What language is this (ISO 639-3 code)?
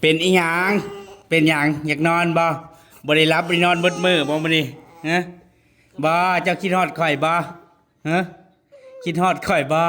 tts